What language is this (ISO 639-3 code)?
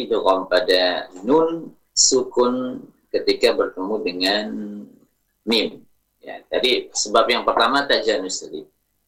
ind